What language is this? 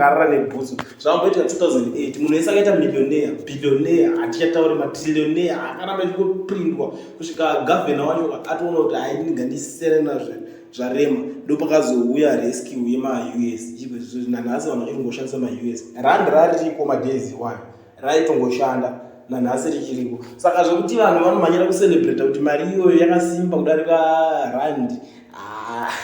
Shona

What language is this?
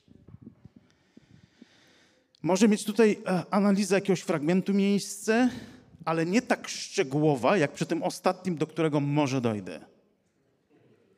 Polish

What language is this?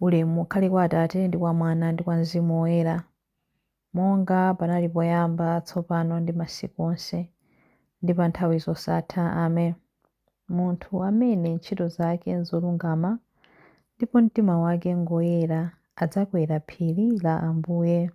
Nyanja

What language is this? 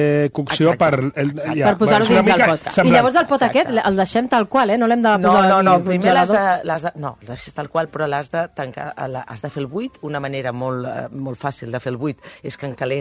Catalan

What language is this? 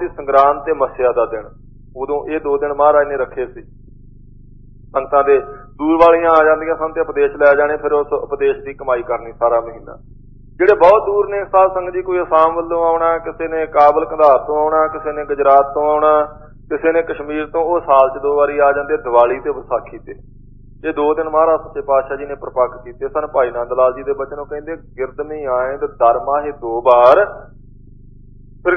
Punjabi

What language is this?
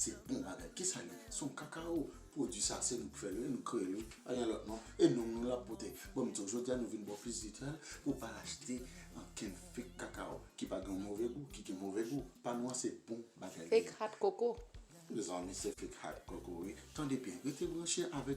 Haitian Creole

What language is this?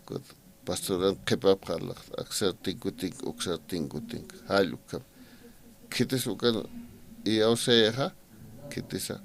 Aymara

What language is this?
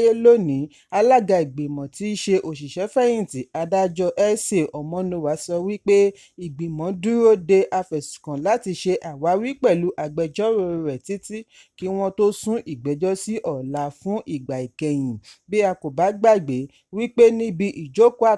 Yoruba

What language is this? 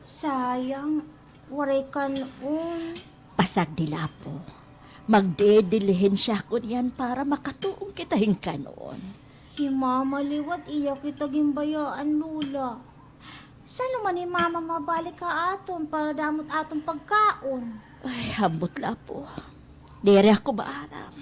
Waray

